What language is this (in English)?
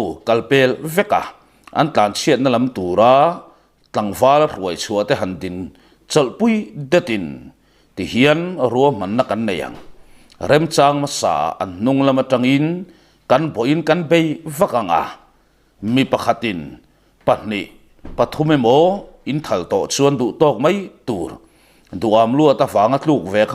Mizo